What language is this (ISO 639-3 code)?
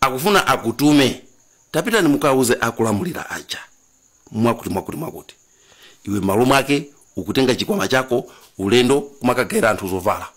nya